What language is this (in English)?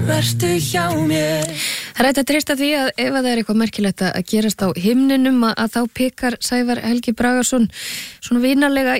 Icelandic